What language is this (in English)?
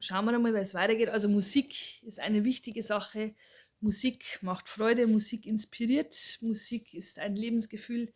Bavarian